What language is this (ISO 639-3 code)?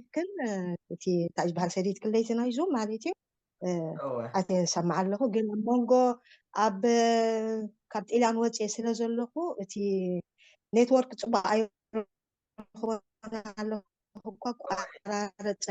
tir